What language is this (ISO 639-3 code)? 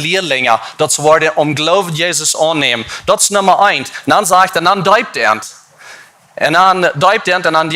pdt